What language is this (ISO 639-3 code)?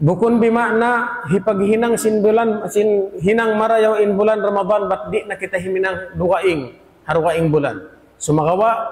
tsg